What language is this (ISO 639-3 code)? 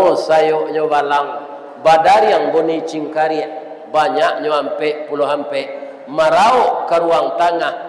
min